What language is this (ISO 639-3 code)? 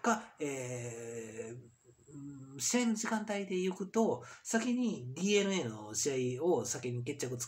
jpn